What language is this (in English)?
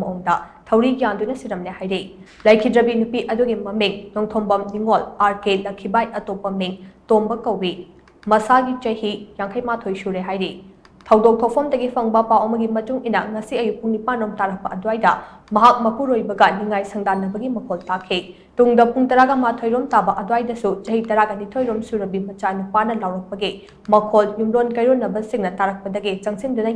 Manipuri